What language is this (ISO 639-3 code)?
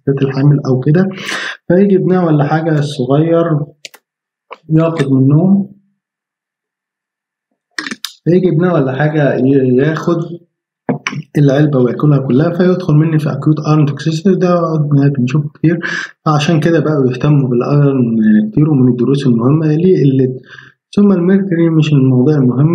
arz